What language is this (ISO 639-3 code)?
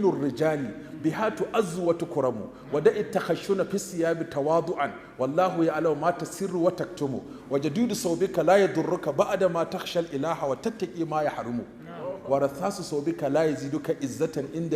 hau